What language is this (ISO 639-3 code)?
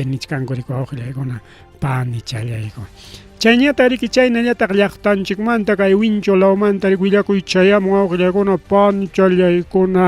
quy